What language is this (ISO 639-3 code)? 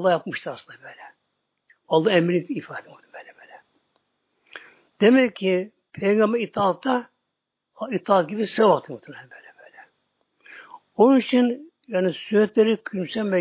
tur